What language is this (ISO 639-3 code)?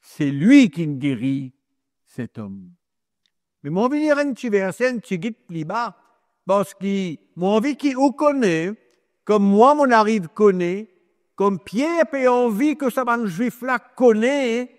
mfe